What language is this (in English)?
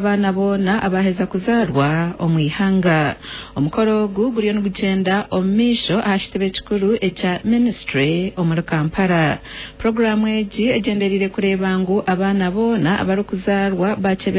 Nyankole